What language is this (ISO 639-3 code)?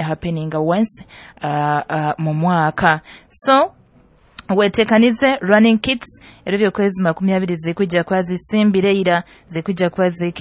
nyo